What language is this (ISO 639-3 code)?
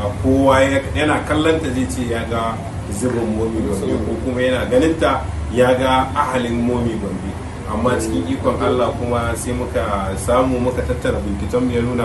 hau